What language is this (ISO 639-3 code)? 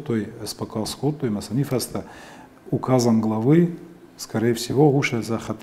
oss